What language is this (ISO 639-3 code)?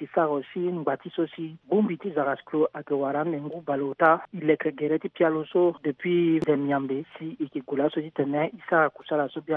sag